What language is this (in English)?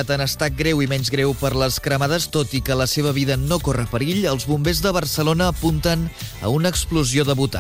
Catalan